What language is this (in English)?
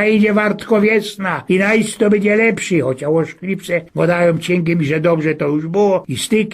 Silesian